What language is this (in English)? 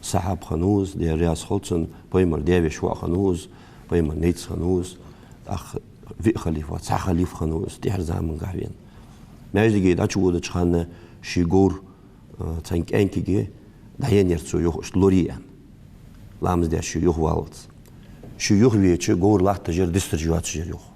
Ingush